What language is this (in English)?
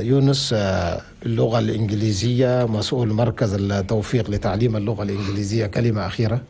Chadian Arabic